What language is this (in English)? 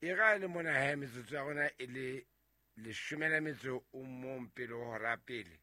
Southern Sotho